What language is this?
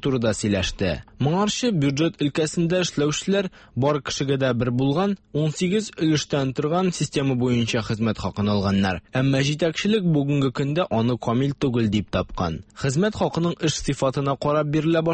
Tatar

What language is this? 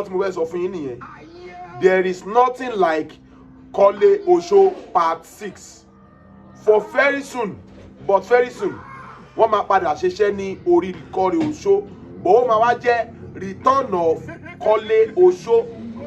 Yoruba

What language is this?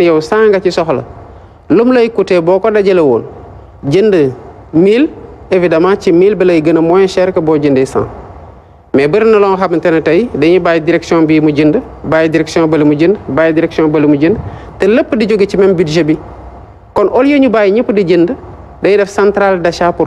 Wolof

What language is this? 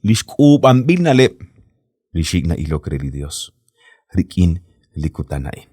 Kekchí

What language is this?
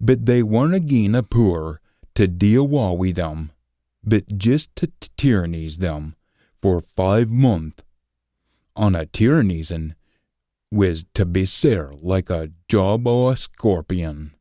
Scots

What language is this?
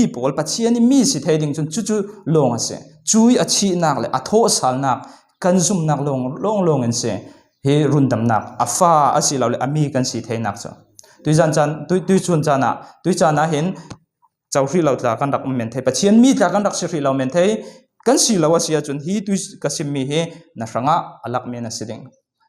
Falam Chin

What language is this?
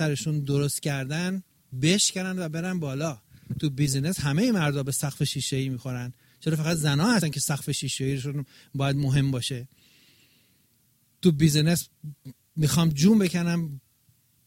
Persian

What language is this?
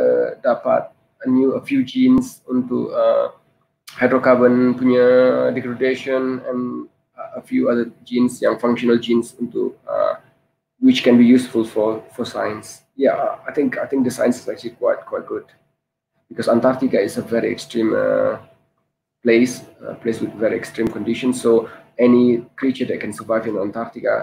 Malay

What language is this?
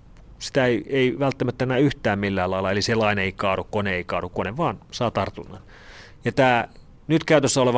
Finnish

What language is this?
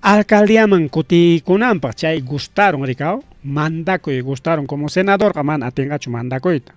Ayacucho Quechua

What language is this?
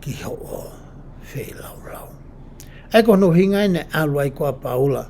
Tongan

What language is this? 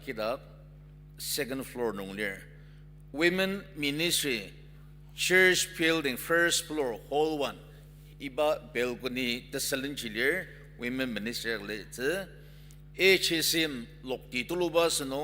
Ao Naga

